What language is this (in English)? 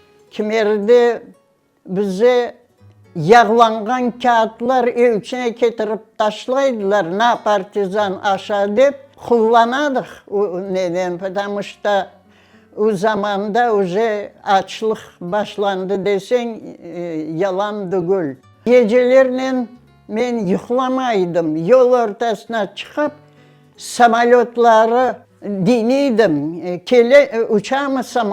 Crimean Tatar